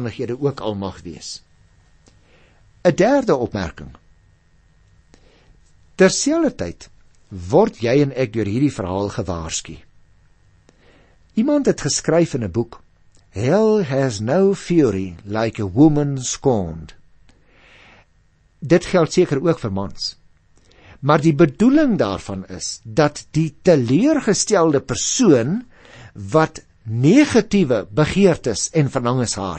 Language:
Afrikaans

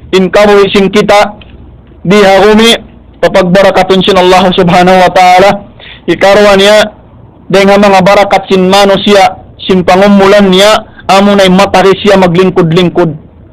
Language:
Tausug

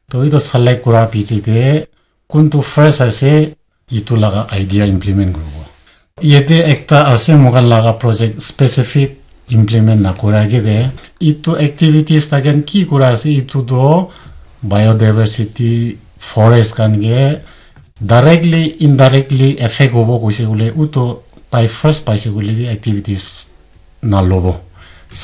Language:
Naga Pidgin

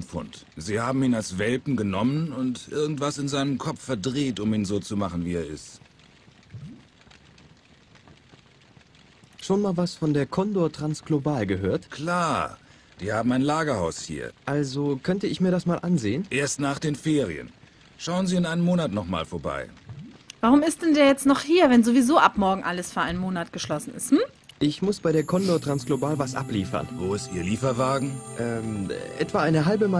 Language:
German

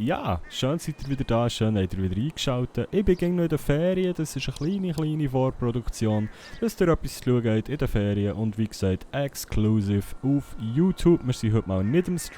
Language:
Swiss German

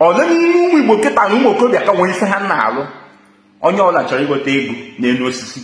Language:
Igbo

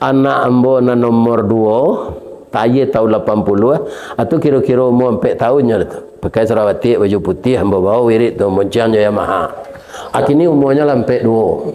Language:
Minangkabau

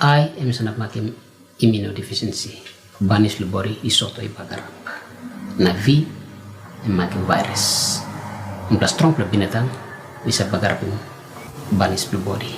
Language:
Tok Pisin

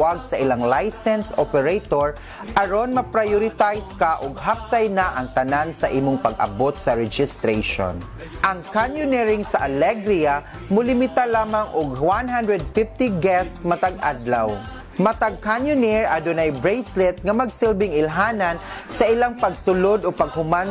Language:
Cebuano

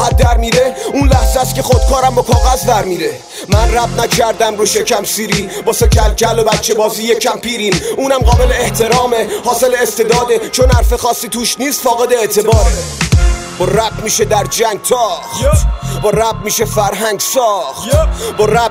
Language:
Persian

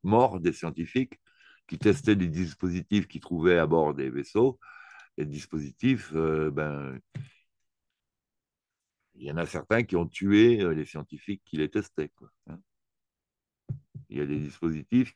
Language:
French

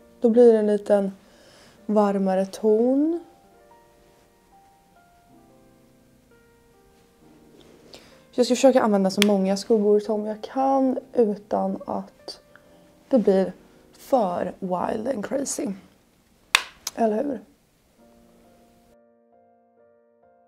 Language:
Swedish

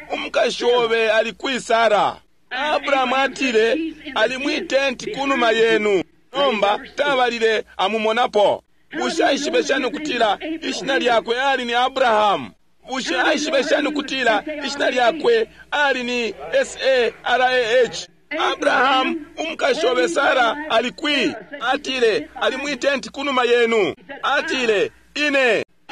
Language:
Bemba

